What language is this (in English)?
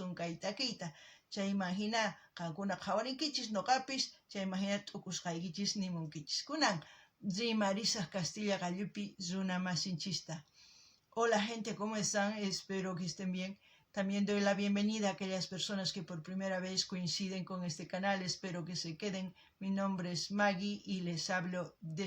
South Bolivian Quechua